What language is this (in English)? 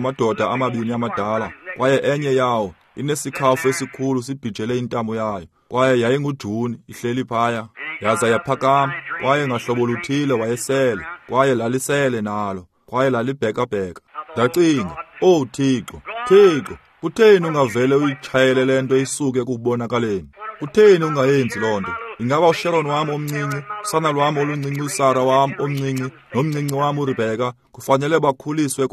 Xhosa